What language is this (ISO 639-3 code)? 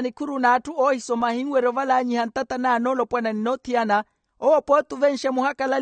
vmw